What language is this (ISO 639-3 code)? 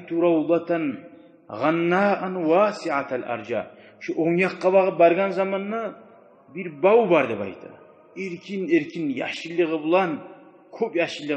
kum